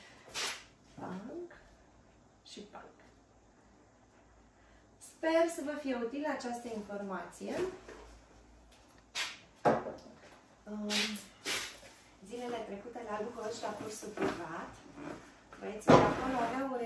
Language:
Romanian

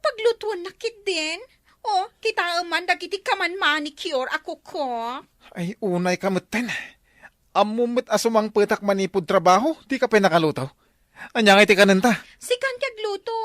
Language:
Iloko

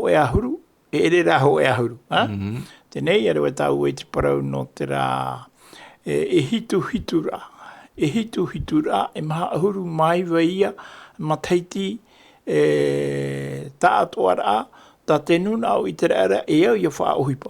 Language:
Tahitian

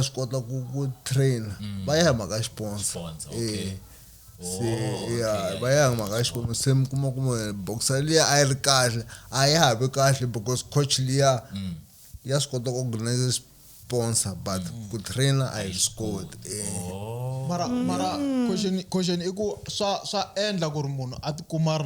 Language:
Tsonga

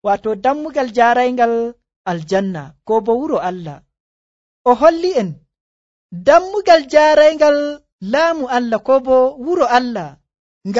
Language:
Nigerian Fulfulde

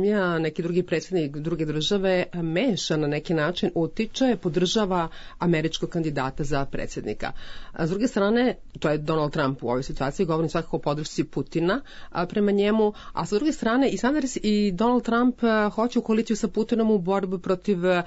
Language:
Serbian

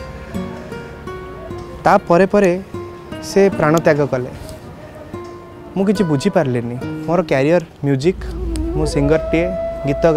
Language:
Odia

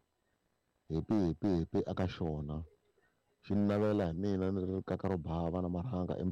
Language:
Tsonga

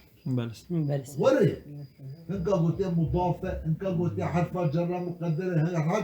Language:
Kurdish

